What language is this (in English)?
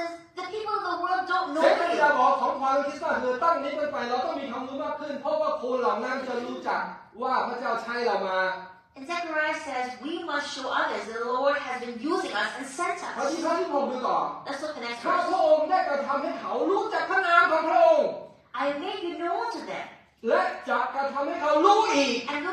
Thai